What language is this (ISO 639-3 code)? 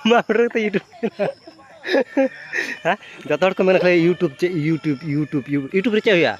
sat